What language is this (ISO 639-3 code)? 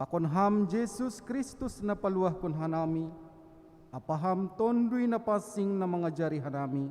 bts